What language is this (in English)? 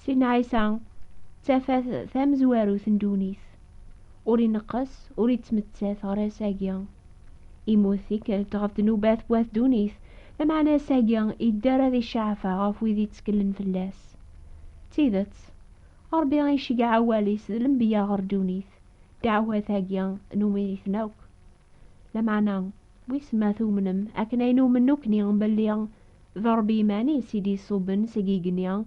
Kabyle